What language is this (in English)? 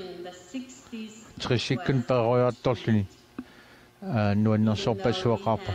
Kalaallisut